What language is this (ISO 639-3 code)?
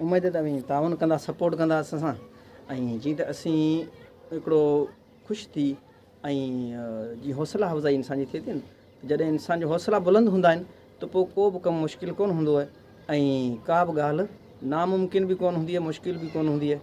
snd